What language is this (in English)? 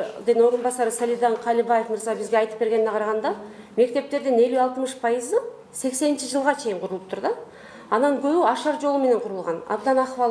Kyrgyz